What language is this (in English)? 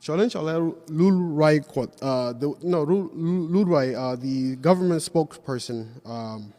Nuer